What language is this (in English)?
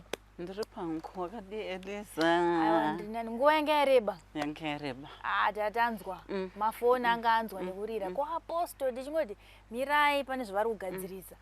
Shona